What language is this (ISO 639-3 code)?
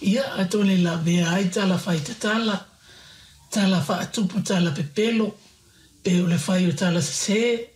smo